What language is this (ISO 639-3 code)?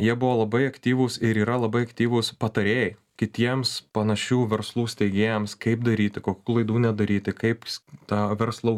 lit